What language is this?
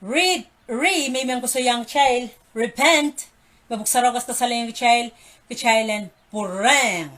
Pohnpeian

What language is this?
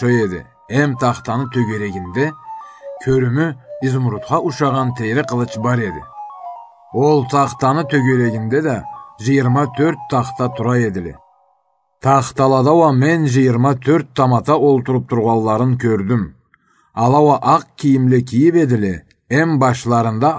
Karachay-Balkar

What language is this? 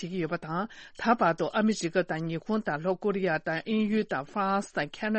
Tibetan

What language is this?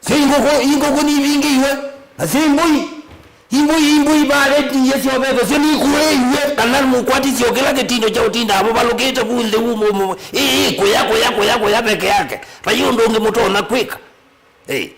Kamba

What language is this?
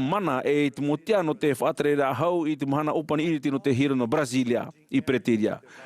Tahitian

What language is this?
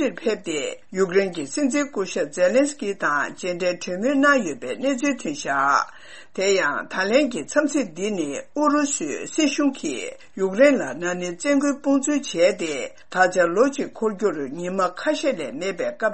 Tibetan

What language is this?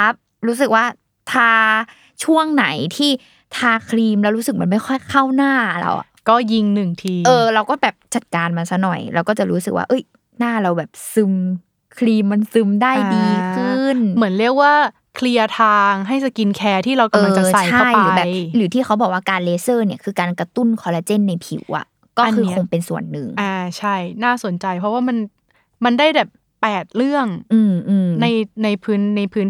Thai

